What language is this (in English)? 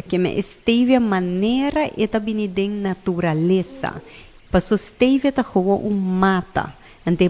Papiamento